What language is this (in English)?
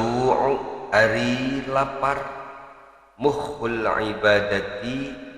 Sundanese